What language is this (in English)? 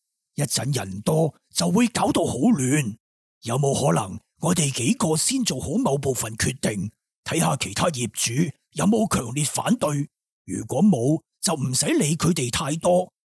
Cantonese